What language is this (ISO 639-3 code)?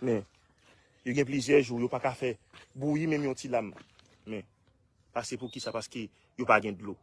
hat